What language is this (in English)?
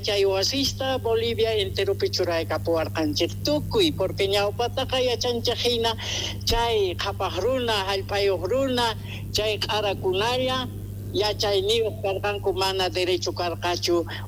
Quechua